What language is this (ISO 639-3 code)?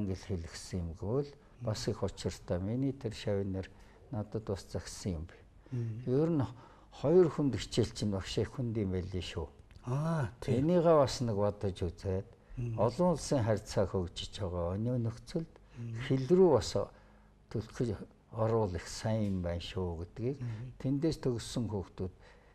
mon